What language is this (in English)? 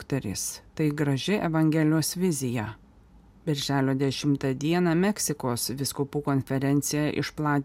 Lithuanian